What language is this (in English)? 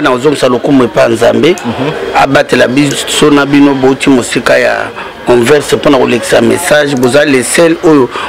Lingala